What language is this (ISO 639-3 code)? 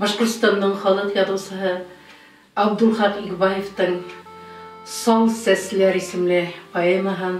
bak